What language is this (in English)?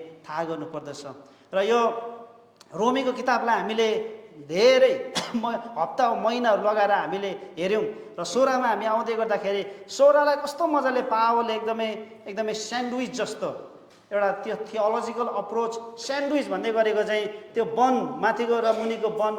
Nepali